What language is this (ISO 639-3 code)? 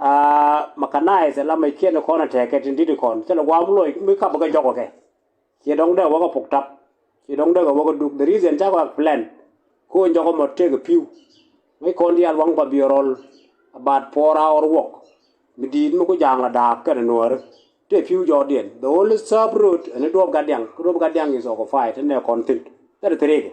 nus